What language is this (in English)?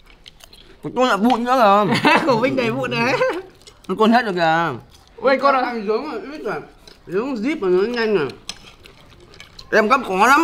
Vietnamese